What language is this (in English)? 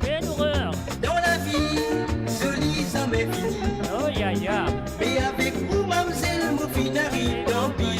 Morisyen